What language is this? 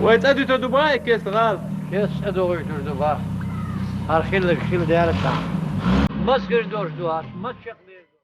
Chechen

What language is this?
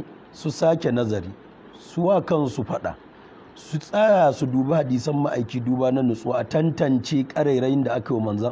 Hausa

